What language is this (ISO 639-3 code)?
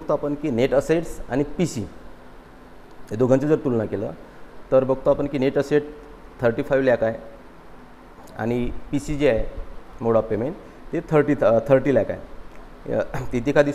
mar